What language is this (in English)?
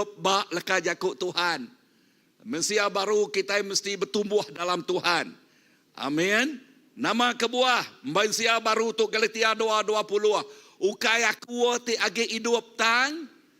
Iban